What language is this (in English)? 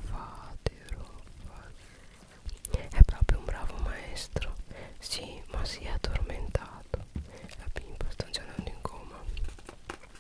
Italian